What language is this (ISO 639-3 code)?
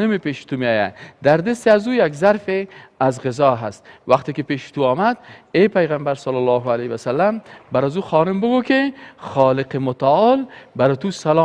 fas